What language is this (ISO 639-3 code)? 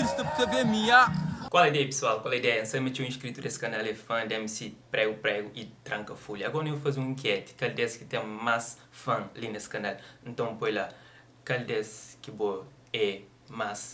kea